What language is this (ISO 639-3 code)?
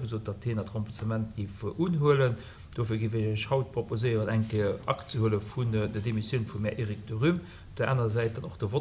ltz